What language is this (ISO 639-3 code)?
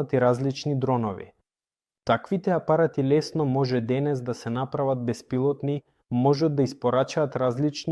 mkd